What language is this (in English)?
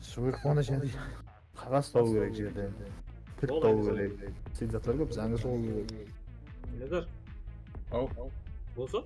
Kara-Kalpak